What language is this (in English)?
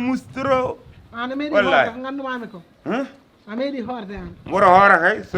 Fula